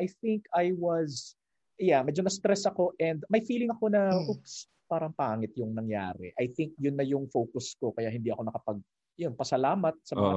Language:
Filipino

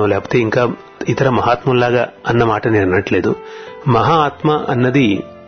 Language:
Telugu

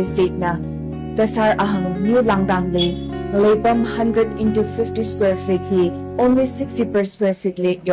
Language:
Tangkhul Naga (India)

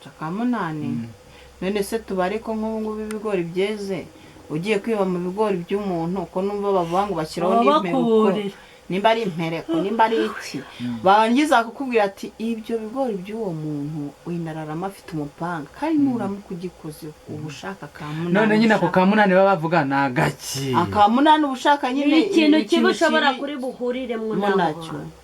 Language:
Kinyarwanda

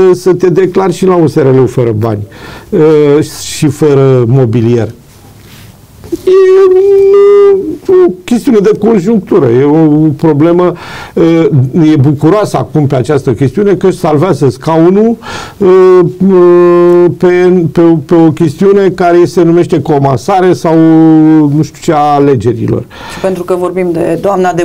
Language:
Romanian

